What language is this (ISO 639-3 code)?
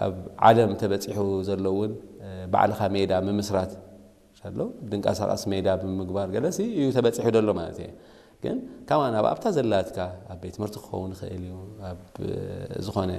tir